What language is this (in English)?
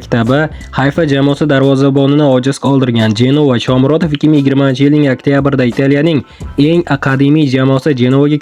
Uzbek